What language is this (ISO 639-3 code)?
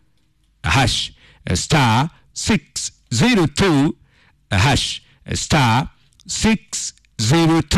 kik